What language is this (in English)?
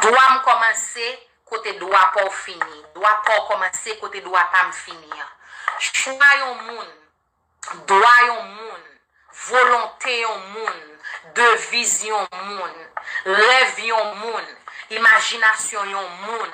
Haitian Creole